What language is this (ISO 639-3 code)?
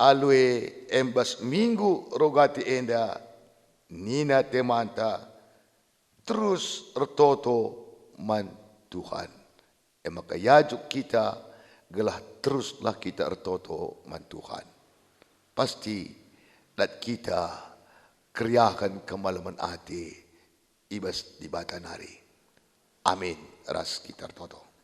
btx